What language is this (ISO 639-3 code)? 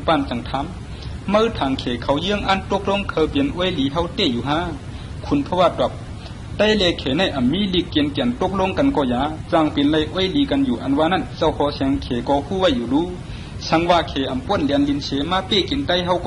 shn